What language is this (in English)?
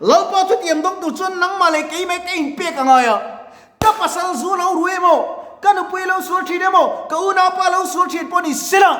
Mizo